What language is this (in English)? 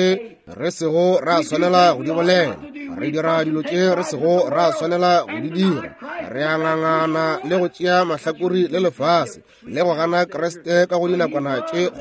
Northern Sotho